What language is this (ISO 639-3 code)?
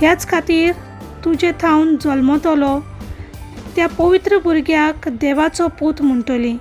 kok